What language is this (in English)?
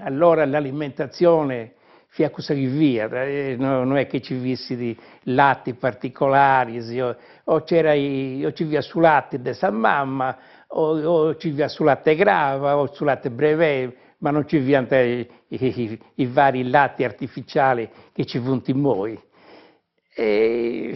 Sardinian